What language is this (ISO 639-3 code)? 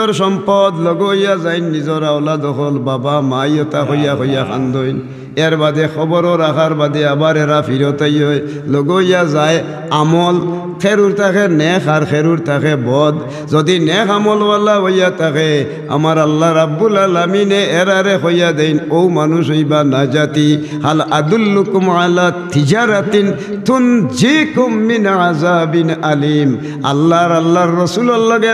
syl